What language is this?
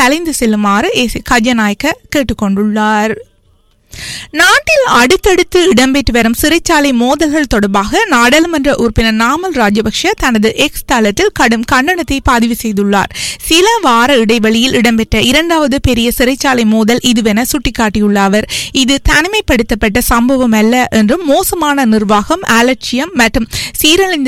Tamil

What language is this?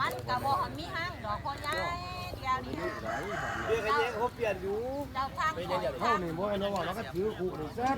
Lao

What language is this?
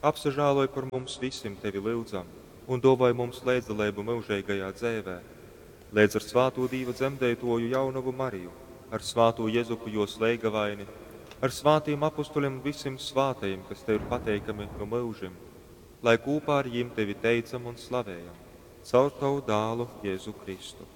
Latgalian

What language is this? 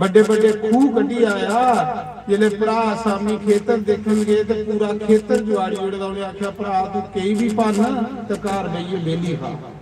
Dogri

